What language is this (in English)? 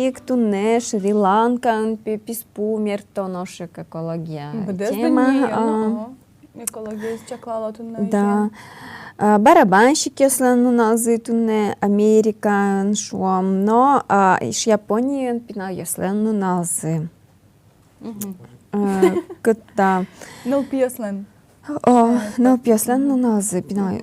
Udmurt